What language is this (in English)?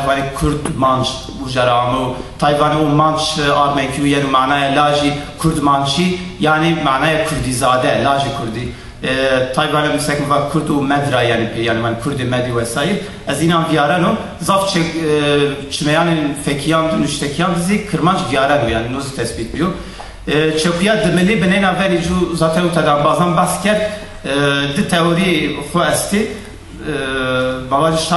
Zaza